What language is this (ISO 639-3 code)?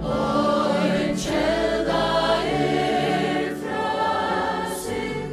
fao